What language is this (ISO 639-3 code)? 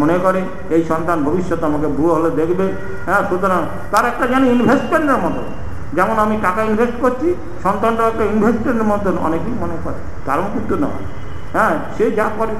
ben